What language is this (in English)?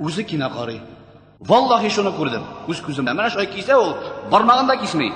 Tatar